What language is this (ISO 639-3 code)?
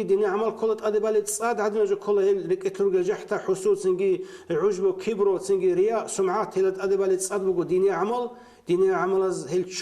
ava